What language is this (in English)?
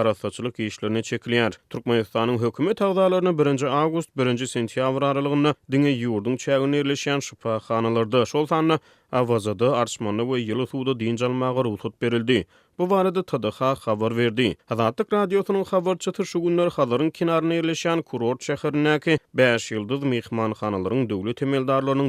Turkmen